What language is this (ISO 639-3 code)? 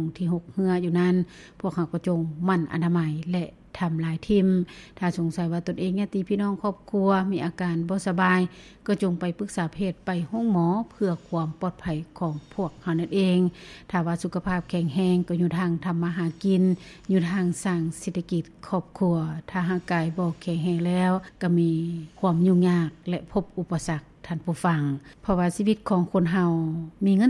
lao